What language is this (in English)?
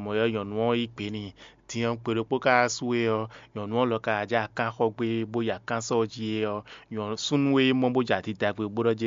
Fon